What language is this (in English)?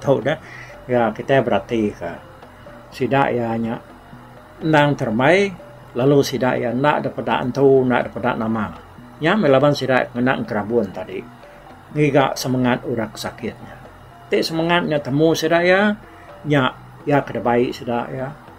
Iban